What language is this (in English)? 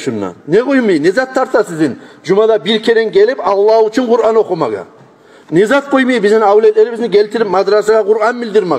Kumyk